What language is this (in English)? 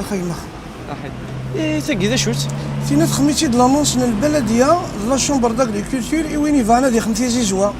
Kabyle